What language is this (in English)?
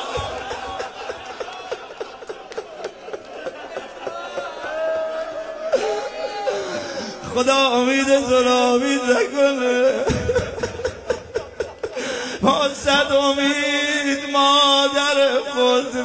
Persian